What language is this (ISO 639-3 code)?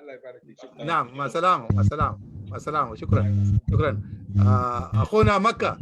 apd